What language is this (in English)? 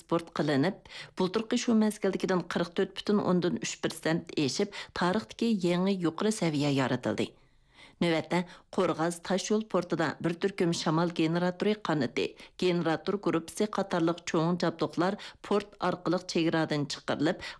Uyghur